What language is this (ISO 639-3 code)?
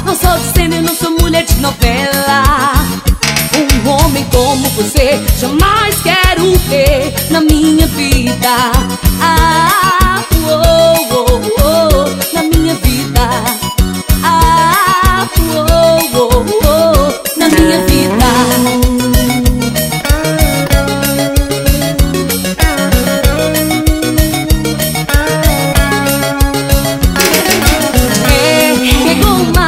por